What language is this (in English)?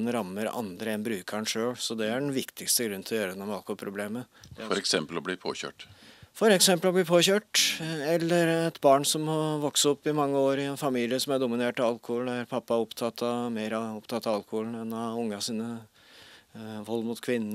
Norwegian